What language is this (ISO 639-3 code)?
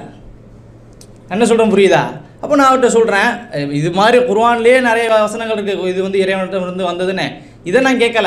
tam